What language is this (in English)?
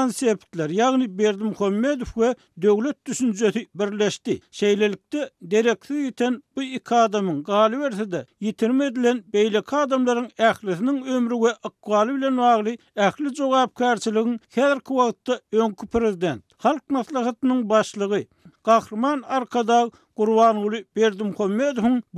Turkmen